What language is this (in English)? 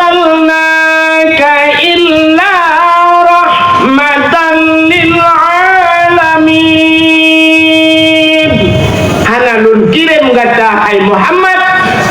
Achinese